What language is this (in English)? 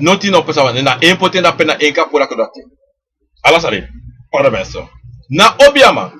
Sranan Tongo